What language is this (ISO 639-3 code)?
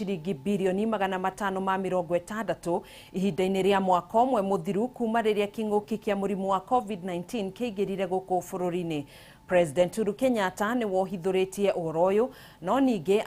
kik